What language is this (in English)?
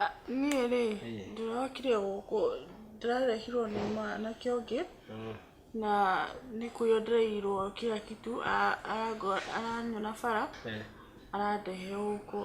Kikuyu